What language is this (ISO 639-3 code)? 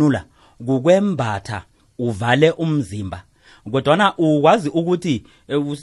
nbl